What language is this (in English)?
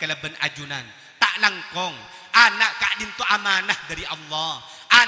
Madurese